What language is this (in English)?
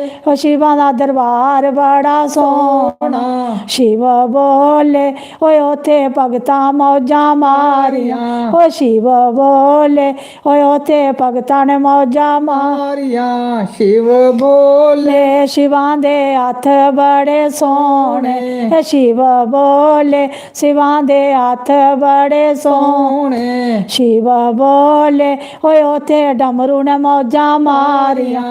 Dogri